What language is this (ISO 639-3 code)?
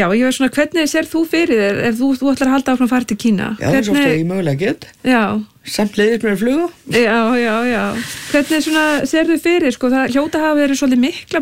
isl